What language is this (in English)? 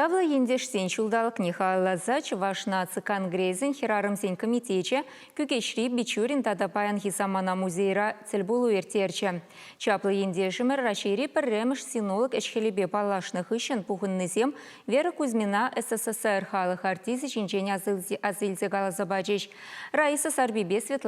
Chuvash